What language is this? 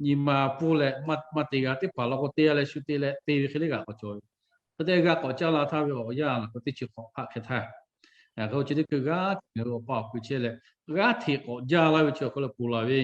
Lahu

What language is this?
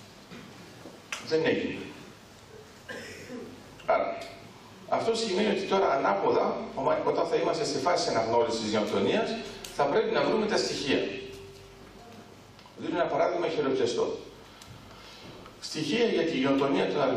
Greek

